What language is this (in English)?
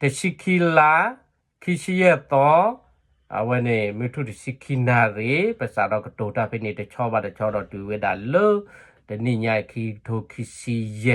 S'gaw Karen